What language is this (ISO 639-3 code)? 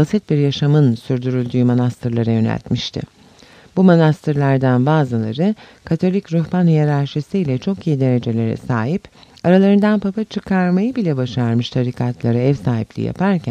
tur